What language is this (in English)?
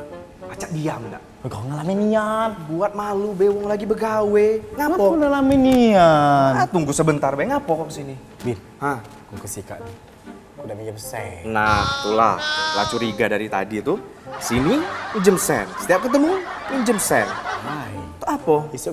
Musi